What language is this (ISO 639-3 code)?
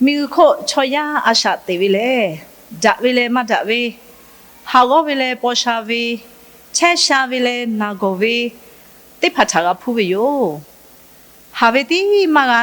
lhu